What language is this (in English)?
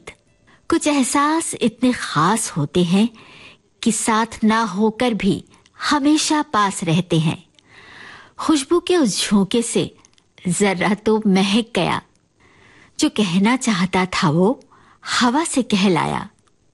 Hindi